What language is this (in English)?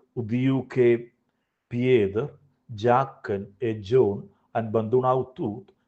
Romansh